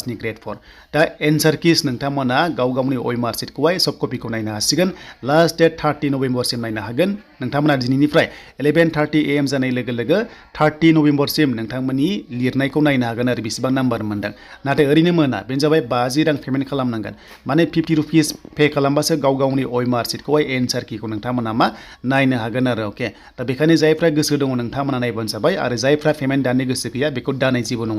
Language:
Bodo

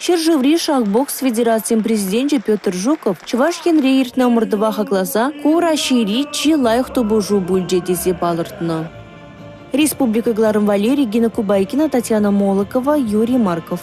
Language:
Chuvash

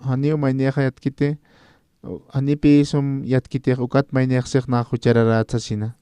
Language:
Aymara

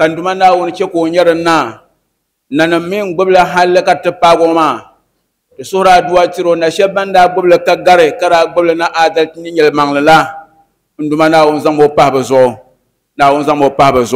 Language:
Dagbani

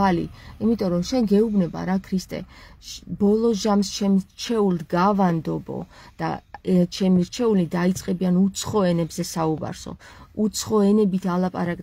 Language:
Georgian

